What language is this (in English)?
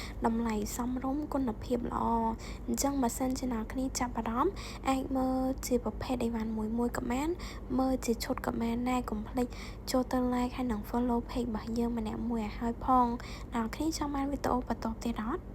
Khmer